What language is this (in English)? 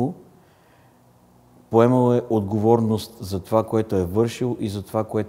Bulgarian